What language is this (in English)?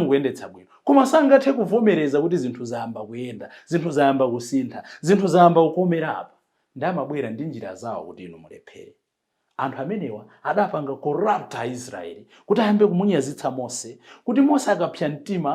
Nyanja